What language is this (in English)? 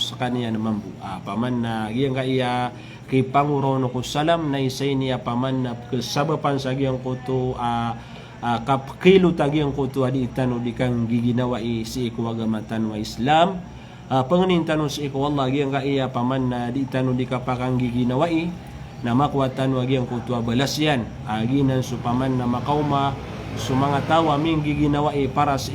Maranao